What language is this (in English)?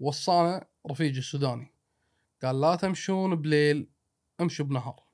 Gulf Arabic